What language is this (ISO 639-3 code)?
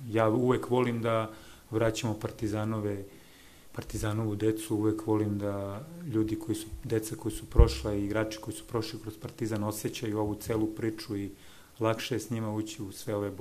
srp